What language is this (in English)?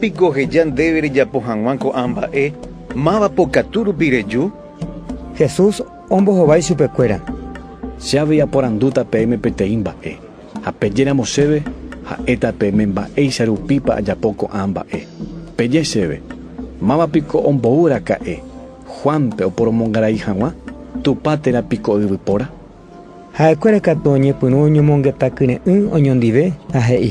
Guarani